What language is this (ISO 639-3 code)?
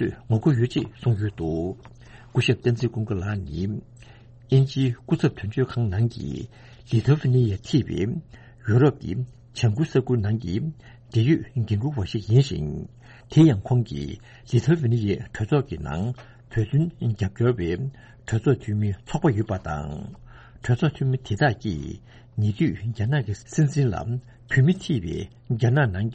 bod